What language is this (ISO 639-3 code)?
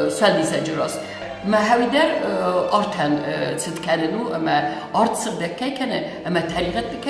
oss